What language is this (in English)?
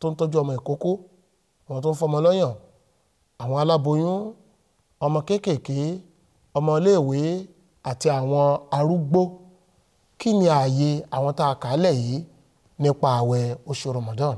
Yoruba